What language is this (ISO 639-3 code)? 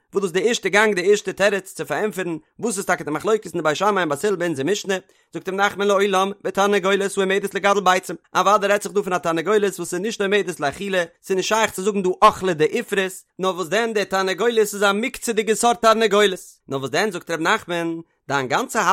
yid